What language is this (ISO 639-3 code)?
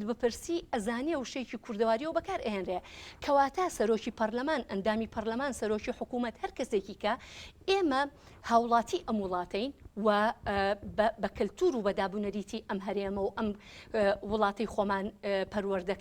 ckb